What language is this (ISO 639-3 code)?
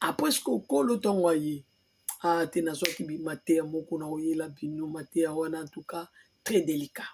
lin